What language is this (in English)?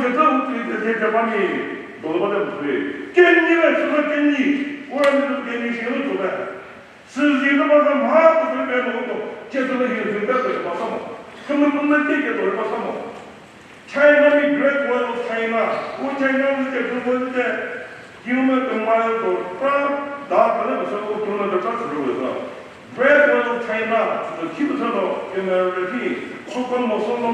Chokri Naga